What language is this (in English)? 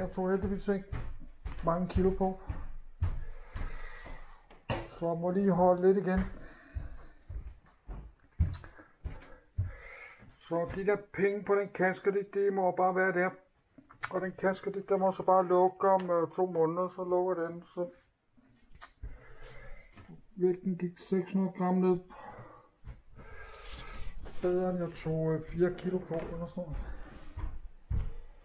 Danish